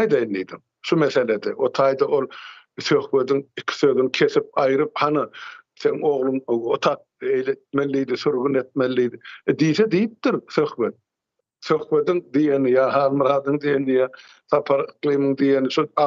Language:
Turkmen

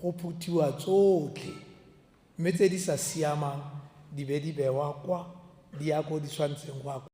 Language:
Tswana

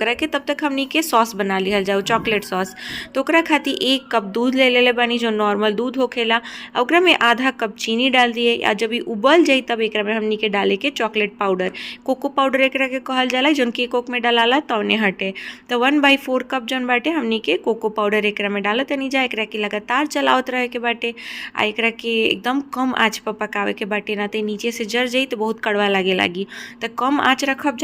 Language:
Bhojpuri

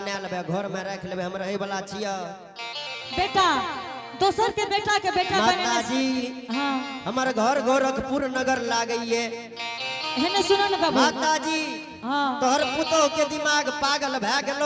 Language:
Angika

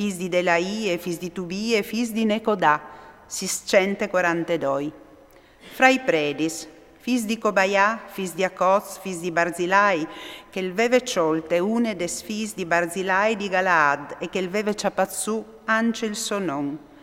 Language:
Friulian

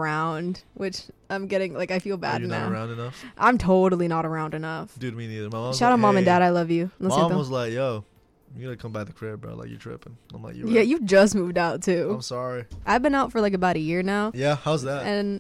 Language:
English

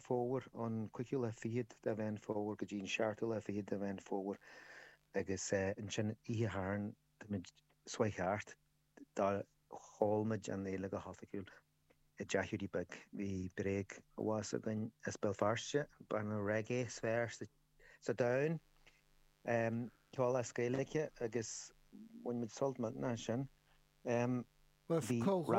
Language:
Irish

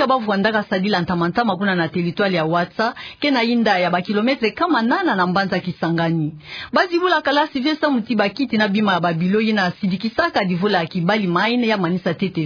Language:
Kituba (Democratic Republic of Congo)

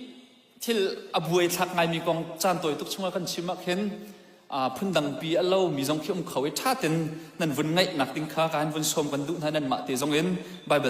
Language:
Hakha Chin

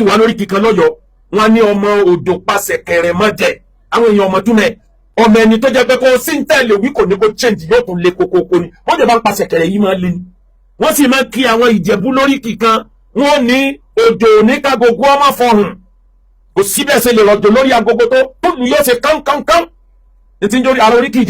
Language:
Yoruba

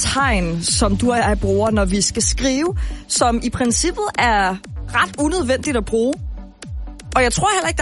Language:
Danish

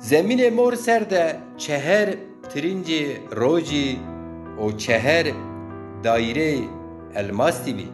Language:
Zaza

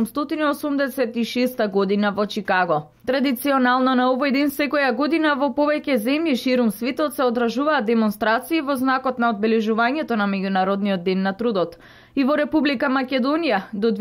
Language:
Macedonian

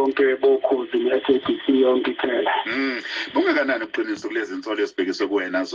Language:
Zulu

